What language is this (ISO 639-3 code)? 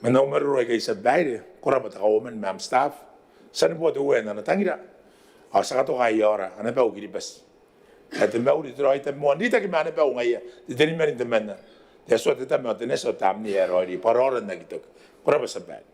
gil